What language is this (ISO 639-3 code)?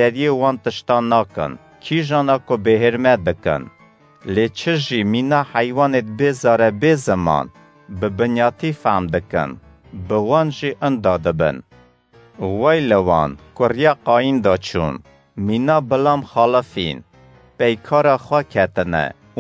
kur